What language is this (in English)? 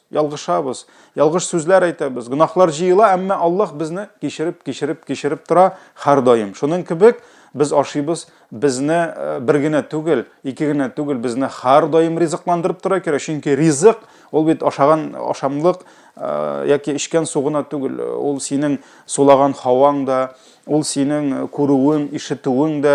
Tatar